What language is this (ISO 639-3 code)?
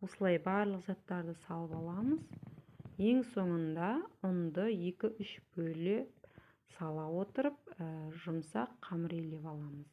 kaz